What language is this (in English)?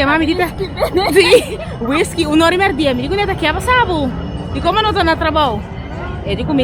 Papiamento